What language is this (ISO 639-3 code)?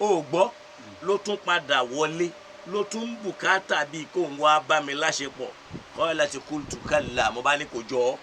yor